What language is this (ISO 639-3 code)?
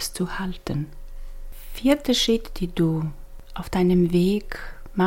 deu